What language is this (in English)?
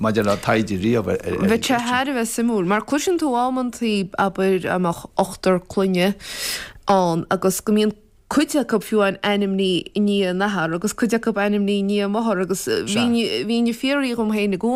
Irish